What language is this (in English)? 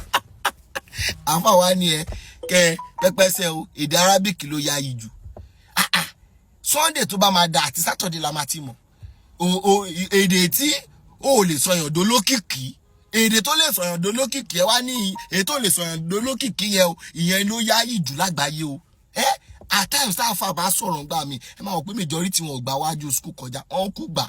Yoruba